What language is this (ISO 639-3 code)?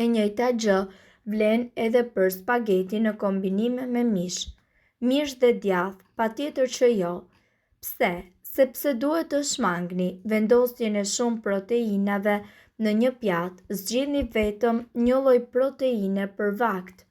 sqi